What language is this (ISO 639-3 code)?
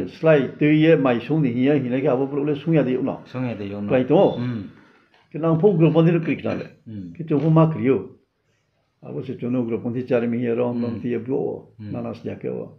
ria